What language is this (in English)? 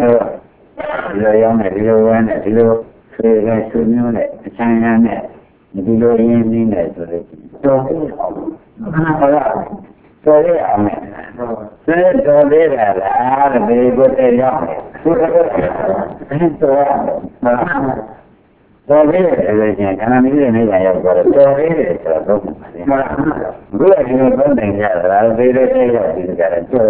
Burmese